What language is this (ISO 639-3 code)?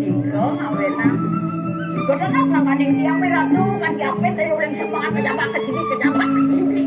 ban